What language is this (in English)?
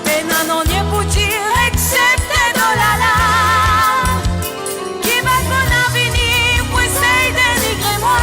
Morisyen